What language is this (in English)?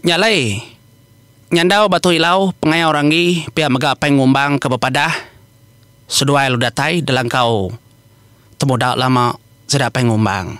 Iban